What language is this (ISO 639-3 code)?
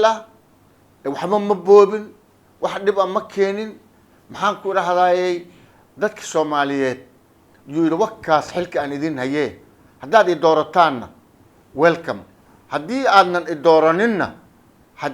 som